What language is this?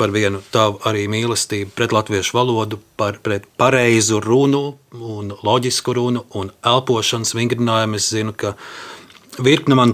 Latvian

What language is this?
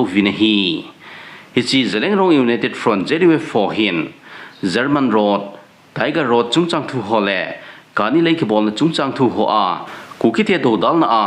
Thado Chin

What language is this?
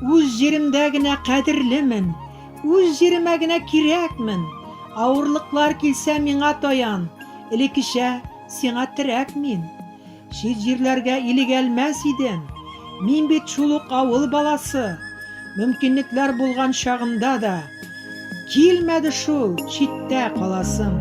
Bashkir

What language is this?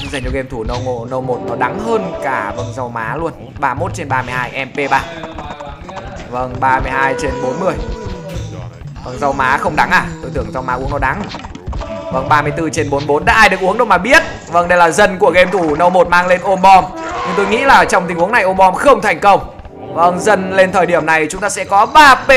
Vietnamese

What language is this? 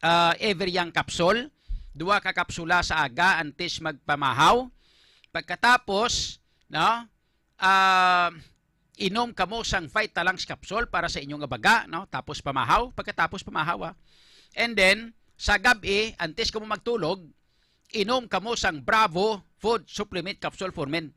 Hiligaynon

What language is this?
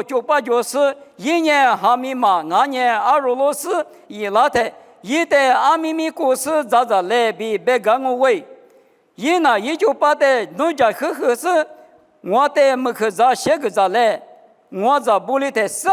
Lisu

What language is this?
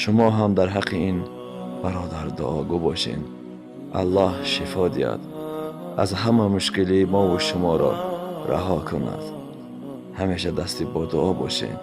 Tajik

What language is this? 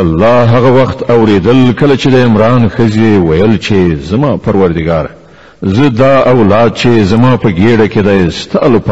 Pashto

